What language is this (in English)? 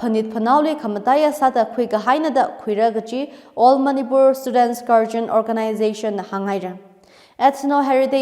Tangkhul Naga (India)